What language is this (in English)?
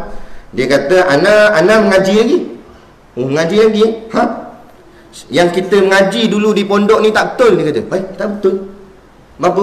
Malay